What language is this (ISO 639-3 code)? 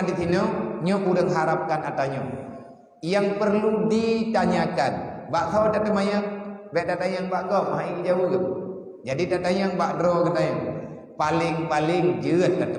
ace